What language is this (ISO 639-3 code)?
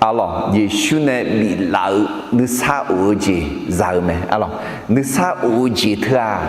ahk